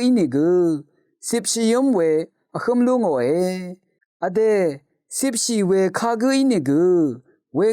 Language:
Rawang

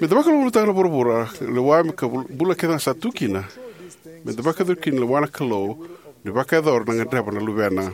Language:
Fijian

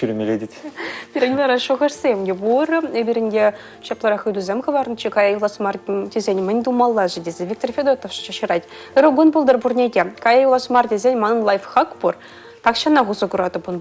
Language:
Chuvash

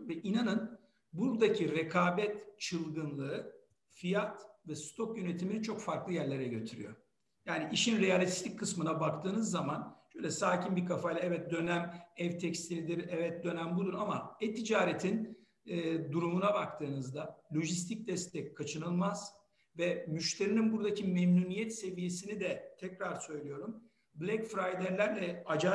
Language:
Turkish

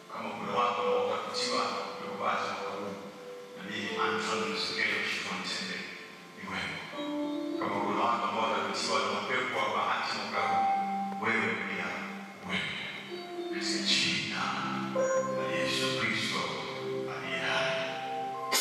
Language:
Swahili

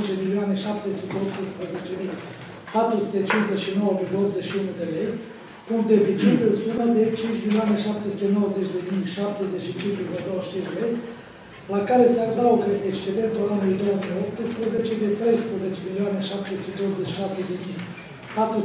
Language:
Romanian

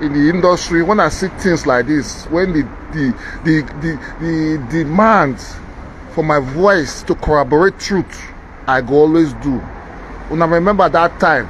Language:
Nigerian Pidgin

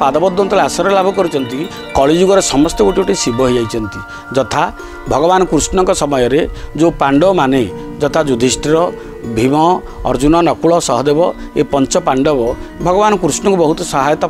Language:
Odia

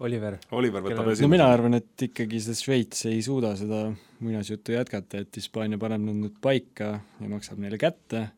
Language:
Estonian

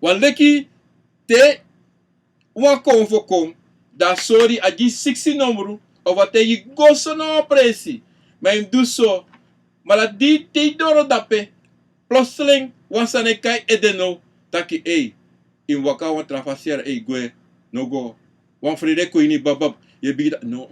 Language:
Sranan Tongo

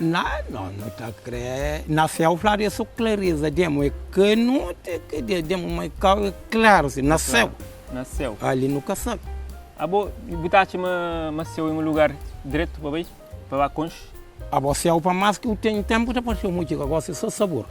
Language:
Kabuverdianu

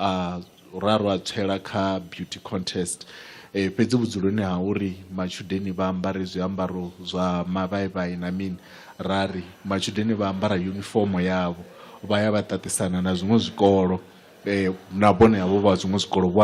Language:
Venda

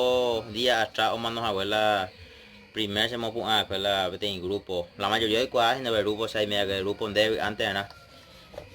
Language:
Guarani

